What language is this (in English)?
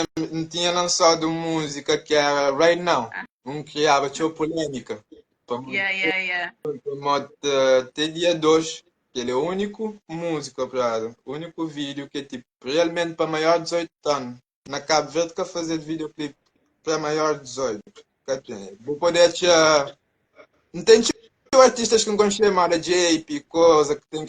Kabuverdianu